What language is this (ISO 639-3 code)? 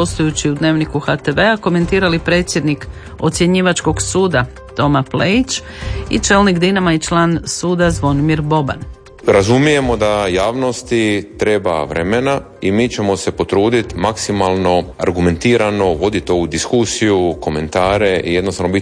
hrv